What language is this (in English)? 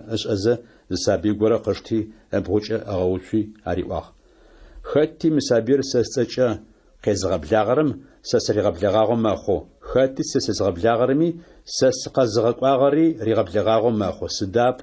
Adyghe